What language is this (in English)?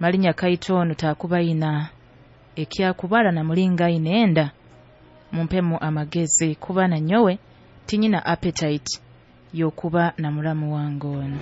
Nyoro